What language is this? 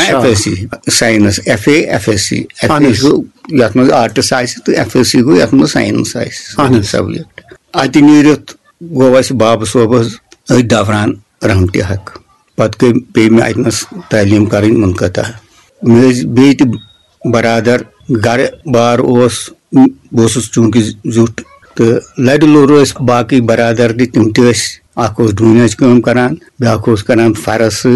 Kashmiri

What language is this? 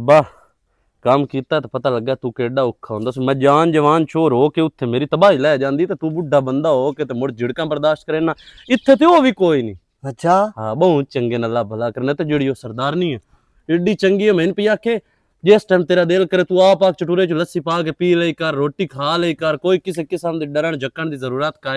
Western Panjabi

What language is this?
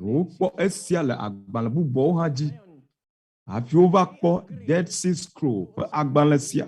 Ewe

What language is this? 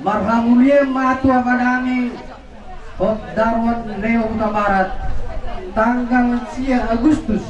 Batak Toba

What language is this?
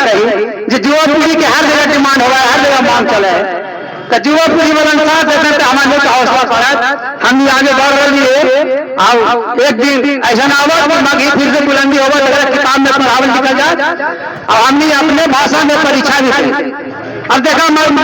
Magahi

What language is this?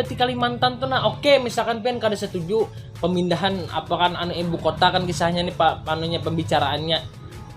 Banjar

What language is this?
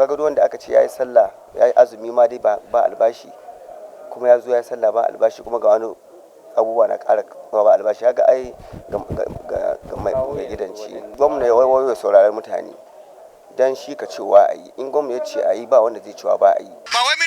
Hausa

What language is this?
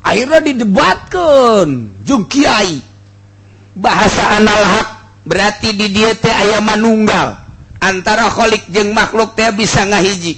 Sundanese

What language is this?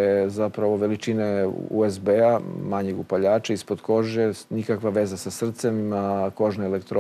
Serbian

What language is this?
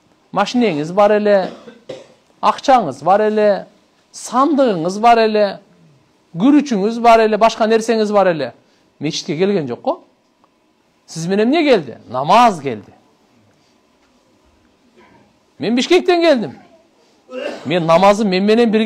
Kyrgyz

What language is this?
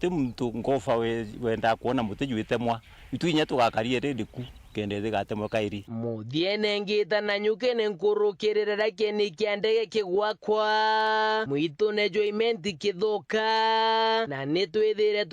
Meru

